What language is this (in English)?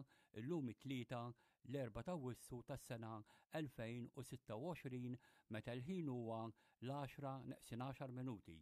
Maltese